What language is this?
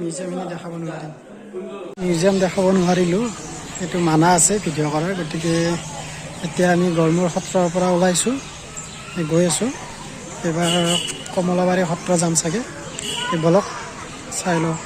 Assamese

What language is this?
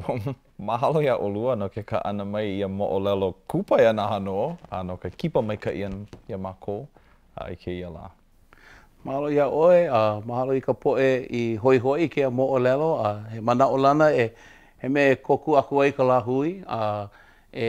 Hawaiian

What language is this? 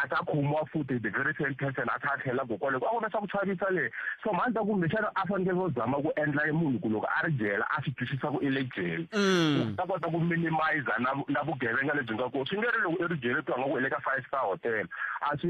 Tsonga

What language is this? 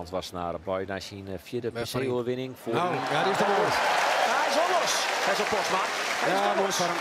Western Frisian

